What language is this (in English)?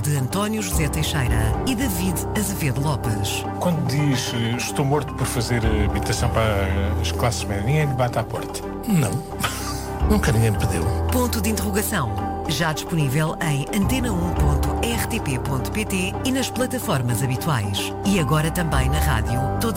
Portuguese